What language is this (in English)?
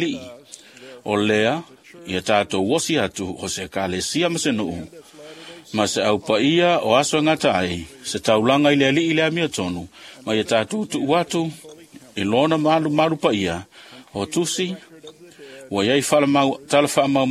Samoan